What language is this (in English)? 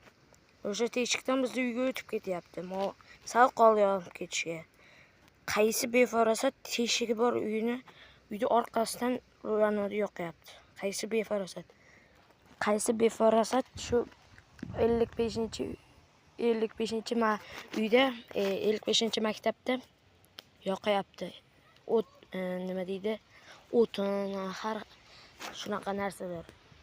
Uzbek